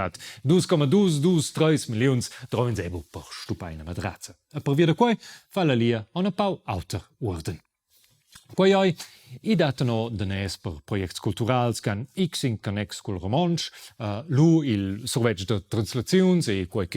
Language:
Romansh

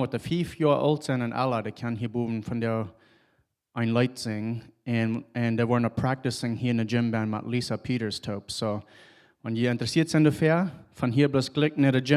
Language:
Plautdietsch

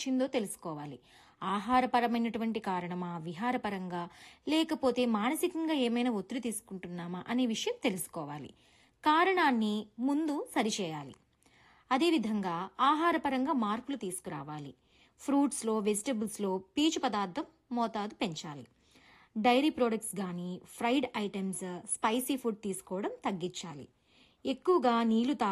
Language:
Telugu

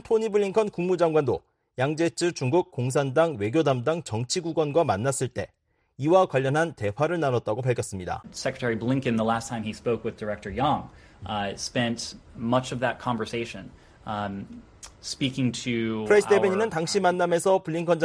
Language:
Korean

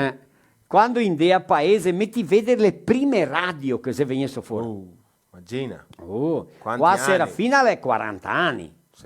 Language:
Venetian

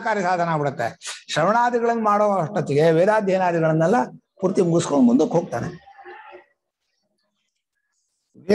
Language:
Kannada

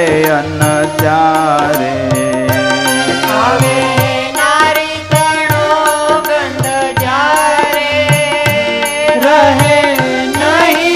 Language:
Gujarati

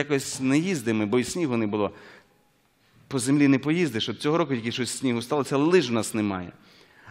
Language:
Ukrainian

